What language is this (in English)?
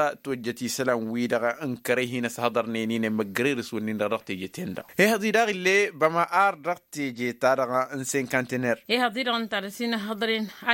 Tamasheq